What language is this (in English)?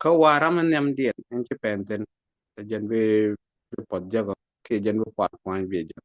Nuer